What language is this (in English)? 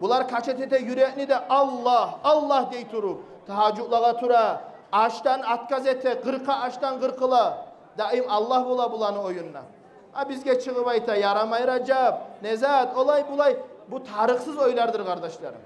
Kumyk